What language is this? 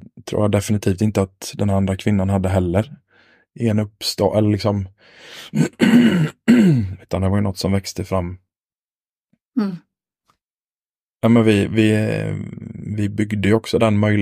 Swedish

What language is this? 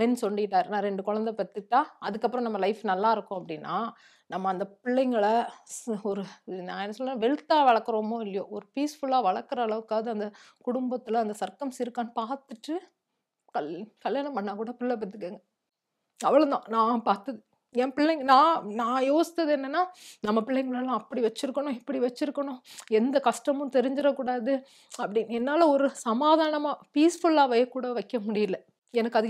Tamil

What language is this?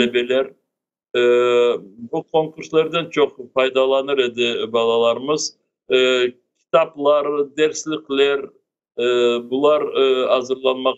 Crimean Tatar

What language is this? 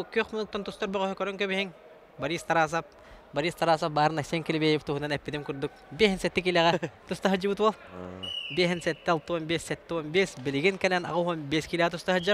Yakut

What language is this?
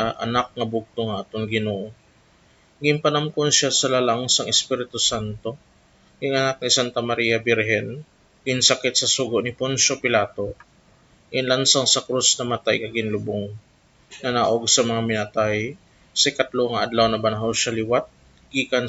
Hiligaynon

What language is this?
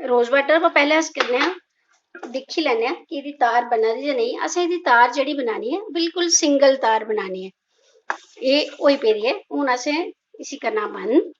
Dogri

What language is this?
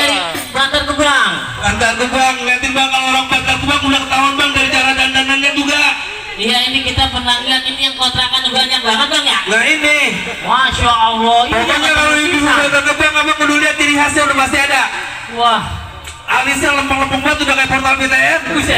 Betawi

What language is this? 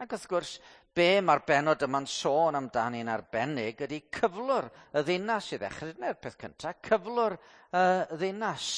Welsh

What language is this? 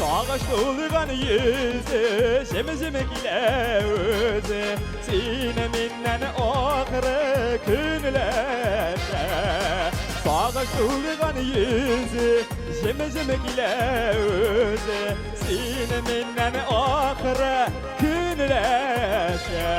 Tatar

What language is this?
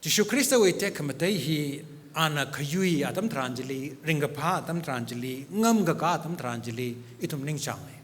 Tangkhul Naga (India)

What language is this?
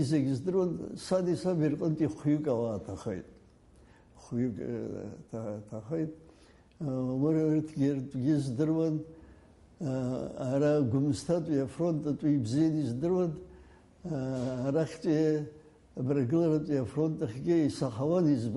Abkhazian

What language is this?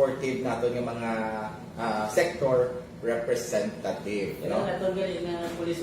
Hiligaynon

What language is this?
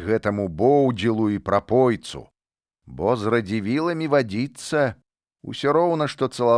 Belarusian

